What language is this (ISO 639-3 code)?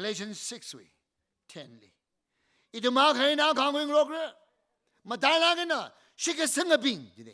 nmf